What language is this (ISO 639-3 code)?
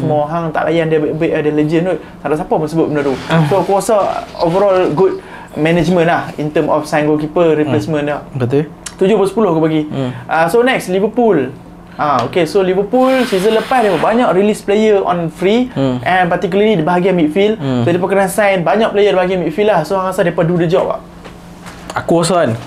msa